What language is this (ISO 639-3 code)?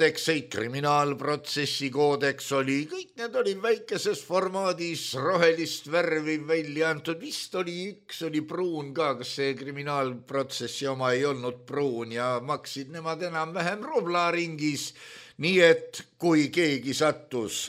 est